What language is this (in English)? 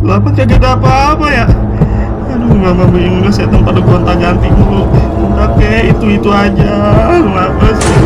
Betawi